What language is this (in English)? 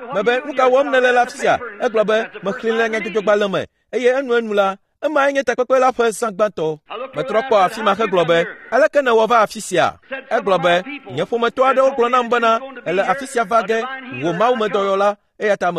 Ewe